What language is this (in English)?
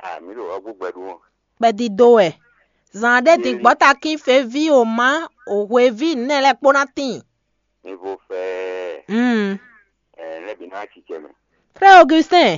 Fon